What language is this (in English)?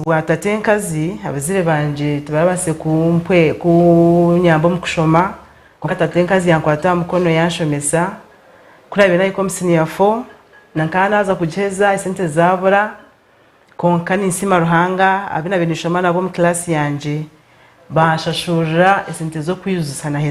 Nyankole